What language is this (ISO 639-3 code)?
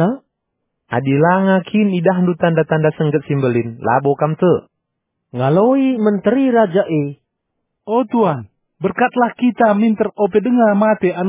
btx